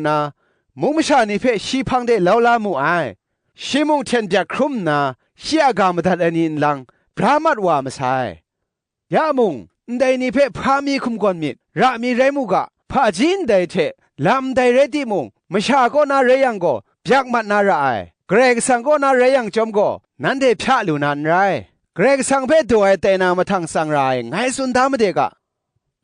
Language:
Kachin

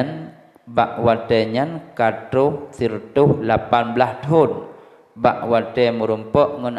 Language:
Achinese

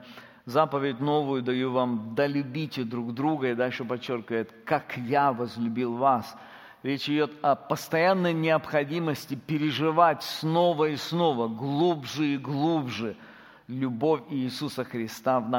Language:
Russian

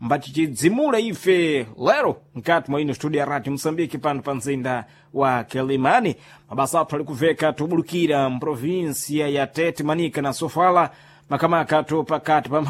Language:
Sena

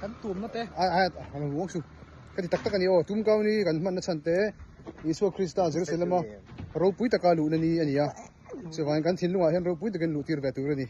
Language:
Mizo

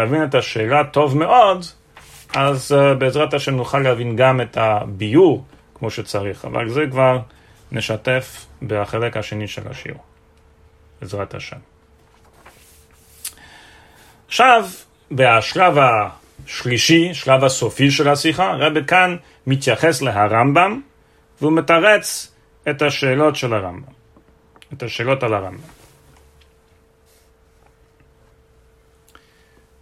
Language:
Hebrew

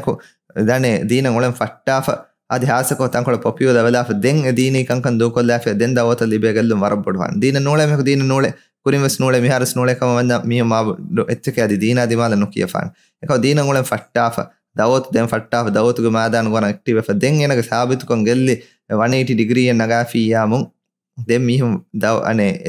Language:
Divehi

